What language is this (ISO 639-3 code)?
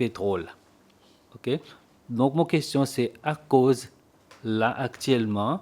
crs